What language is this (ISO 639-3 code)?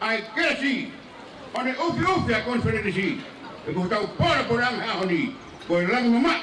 ton